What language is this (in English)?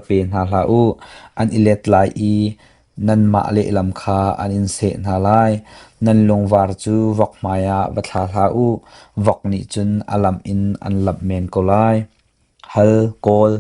Hakha Chin